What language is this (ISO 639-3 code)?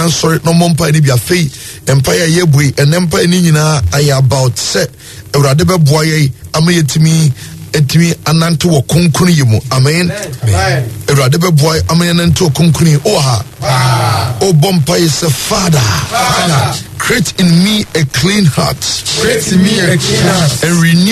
aka